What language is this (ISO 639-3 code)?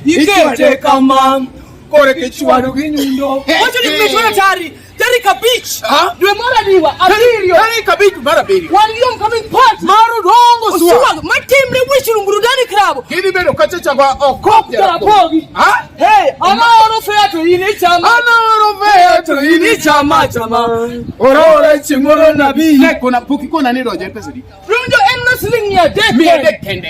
luo